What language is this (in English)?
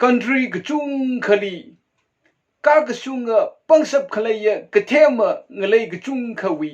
Tangkhul Naga (India)